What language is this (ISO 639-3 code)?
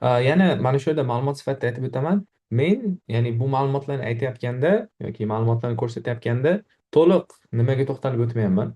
uzb